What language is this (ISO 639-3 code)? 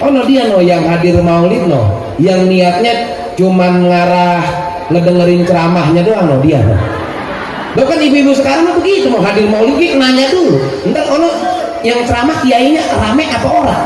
bew